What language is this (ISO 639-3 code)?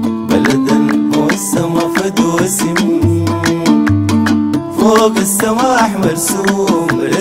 apd